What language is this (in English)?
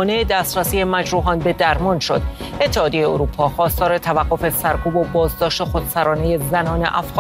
Persian